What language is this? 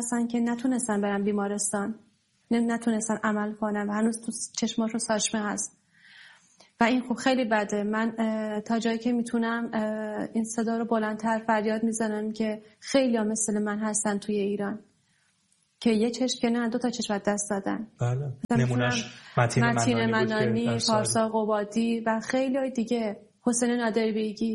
Persian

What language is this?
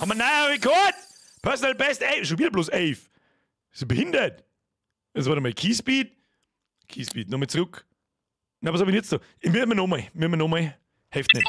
Bavarian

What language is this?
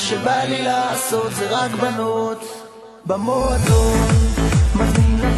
Hebrew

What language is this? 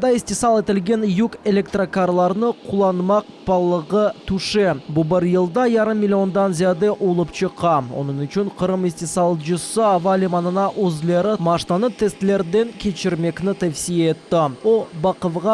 Crimean Tatar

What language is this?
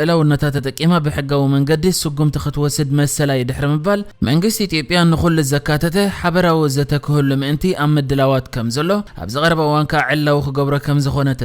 Tigrinya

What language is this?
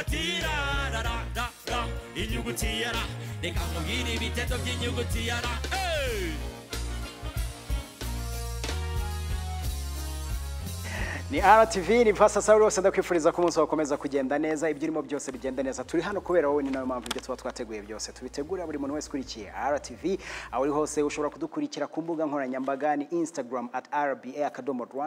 Kinyarwanda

